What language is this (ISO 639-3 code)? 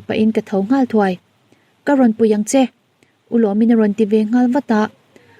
lus